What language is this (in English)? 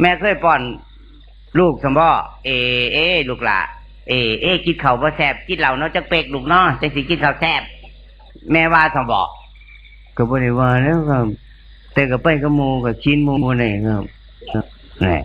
Northeastern Thai